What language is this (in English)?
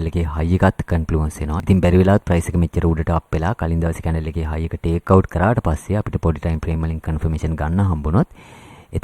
Sinhala